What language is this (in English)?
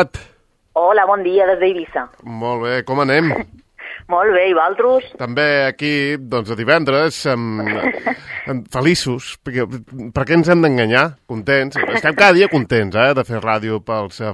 Catalan